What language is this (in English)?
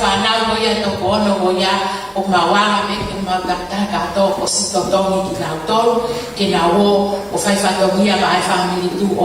Tongan